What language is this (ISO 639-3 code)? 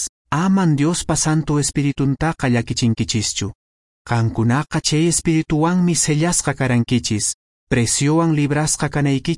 que